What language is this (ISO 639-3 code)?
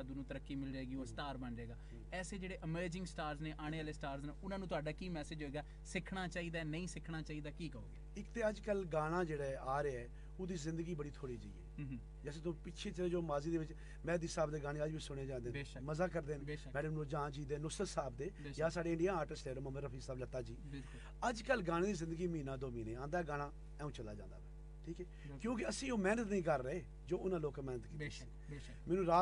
pan